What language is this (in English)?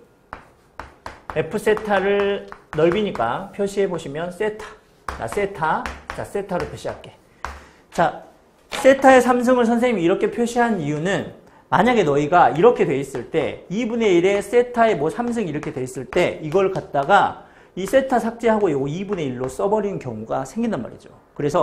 Korean